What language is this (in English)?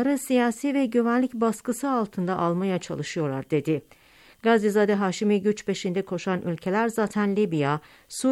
Turkish